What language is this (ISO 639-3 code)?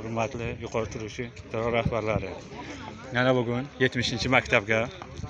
uzb